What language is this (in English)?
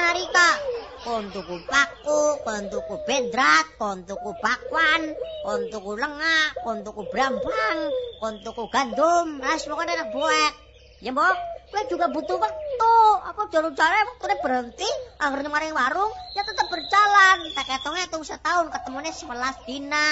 Javanese